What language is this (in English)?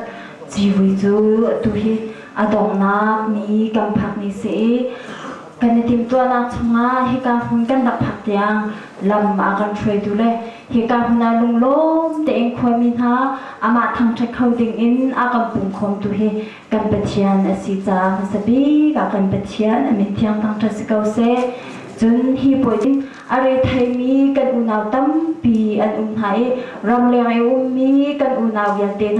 Hakha Chin